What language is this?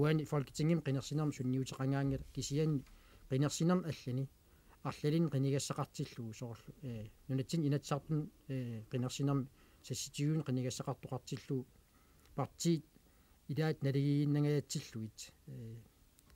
Kalaallisut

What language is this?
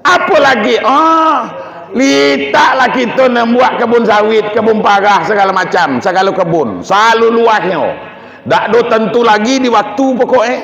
Minangkabau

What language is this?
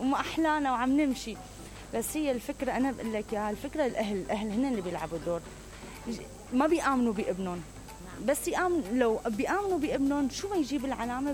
Mesopotamian Arabic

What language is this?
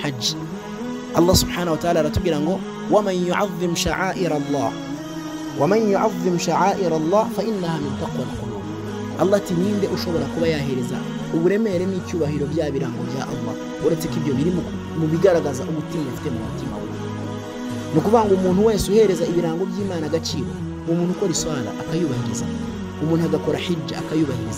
Kinyarwanda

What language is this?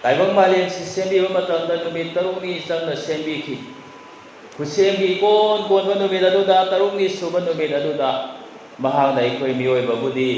Manipuri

